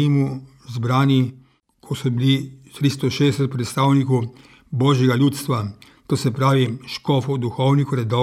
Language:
Slovenian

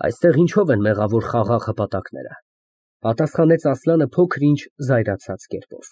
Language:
Armenian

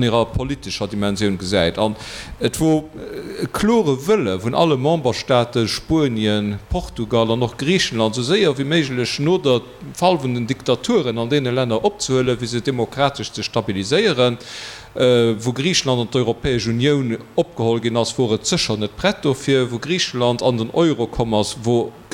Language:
Luxembourgish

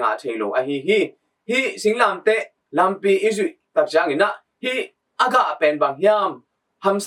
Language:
Tedim Chin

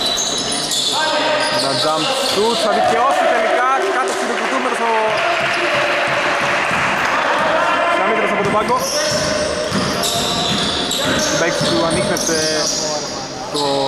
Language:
Greek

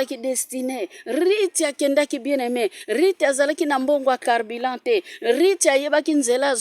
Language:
Lingala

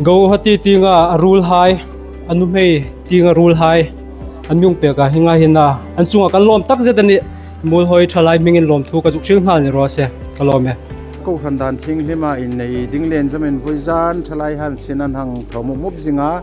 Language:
Hmar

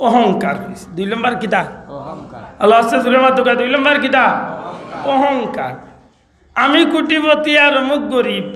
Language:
Sylheti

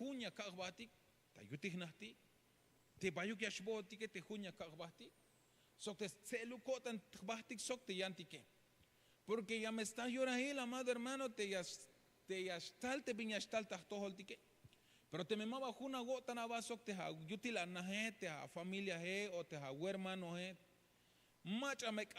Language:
Tzeltal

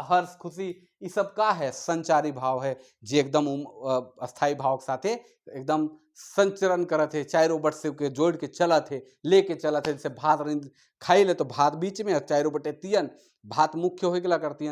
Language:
Sadri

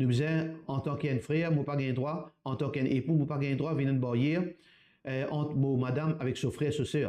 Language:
Morisyen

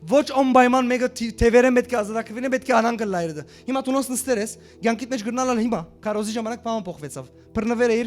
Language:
Western Armenian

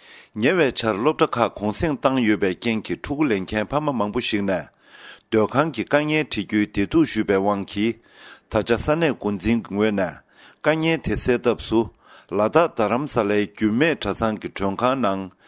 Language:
Tibetan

